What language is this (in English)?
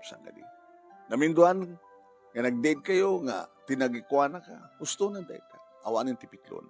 Iloko